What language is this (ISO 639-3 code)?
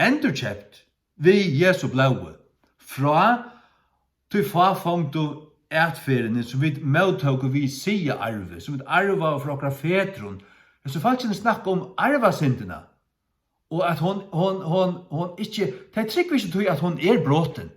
fao